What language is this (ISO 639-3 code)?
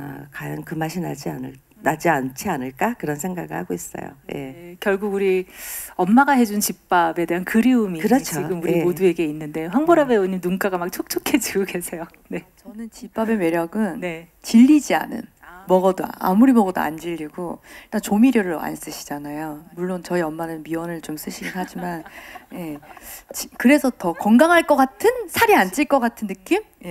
kor